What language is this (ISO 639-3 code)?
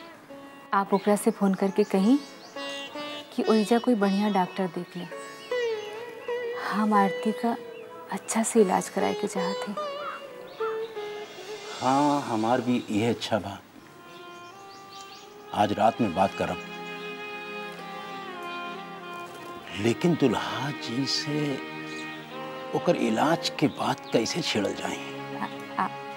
bho